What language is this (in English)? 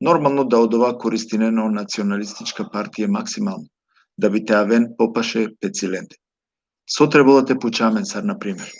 Balkan Romani